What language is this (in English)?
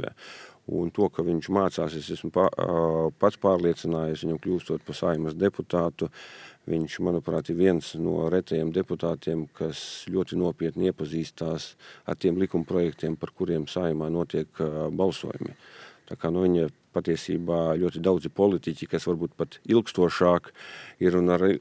Latvian